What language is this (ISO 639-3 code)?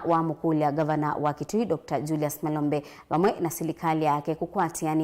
kam